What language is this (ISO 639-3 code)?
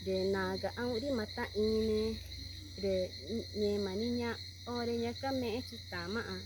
tca